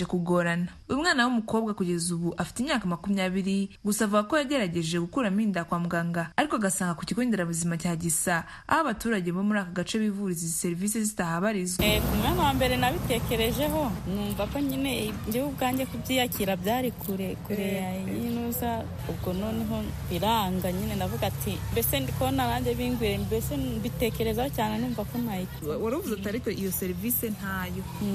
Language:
Kinyarwanda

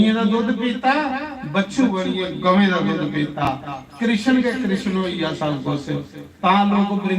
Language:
Dogri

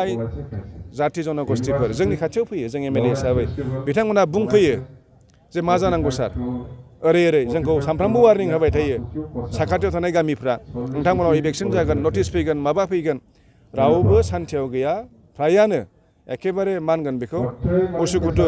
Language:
Bodo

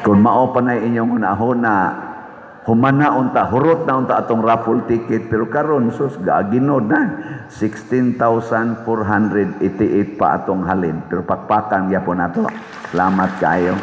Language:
Cebuano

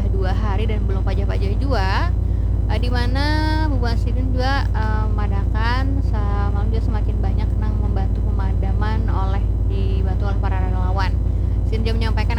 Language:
Banjar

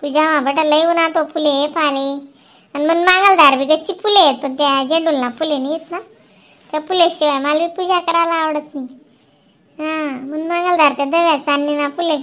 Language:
Khandesi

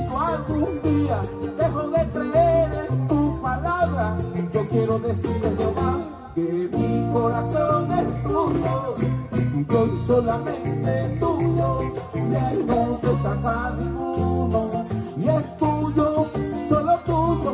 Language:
Spanish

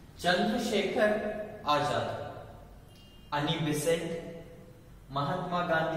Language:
Kannada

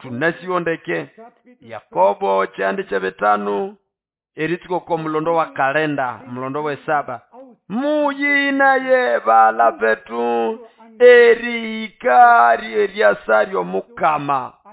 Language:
Nande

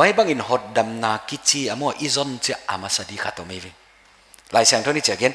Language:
Paite Chin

